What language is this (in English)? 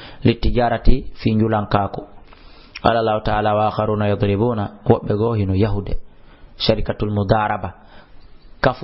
Fula